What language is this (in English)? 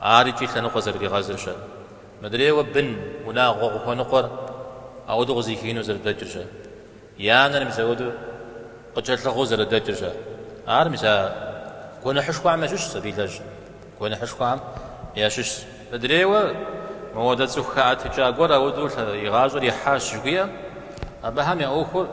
Kabardian